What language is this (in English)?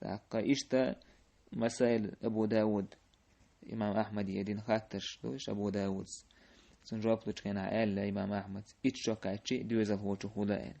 Chechen